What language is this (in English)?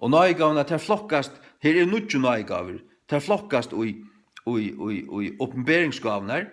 Faroese